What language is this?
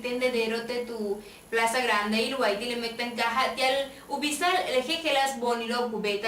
Yucateco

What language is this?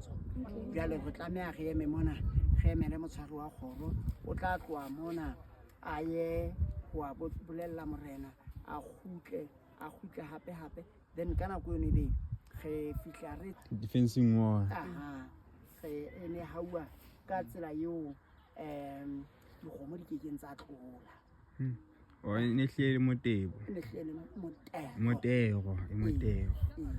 Southern Sotho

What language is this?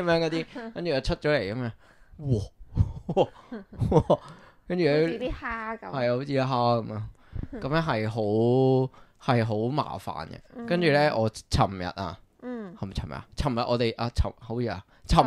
Cantonese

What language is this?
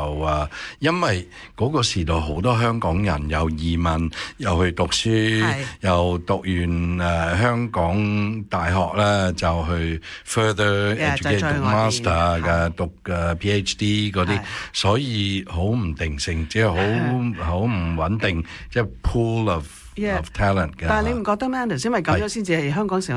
Cantonese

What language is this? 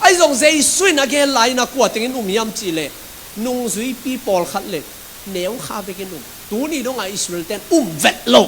Tedim Chin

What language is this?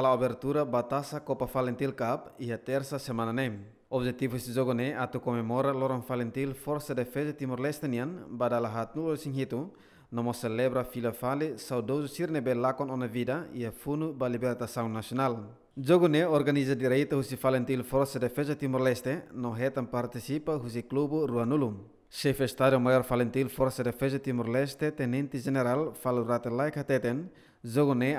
Tetum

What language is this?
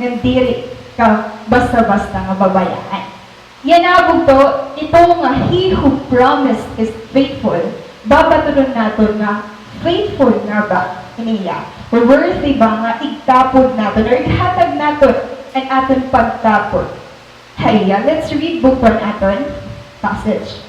Waray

